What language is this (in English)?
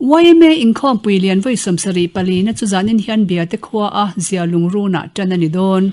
Mizo